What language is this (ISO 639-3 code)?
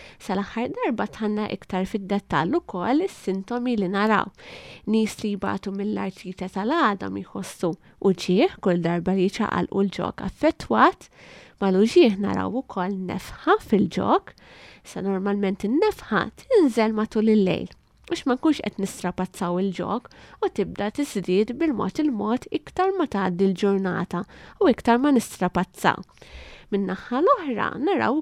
mlt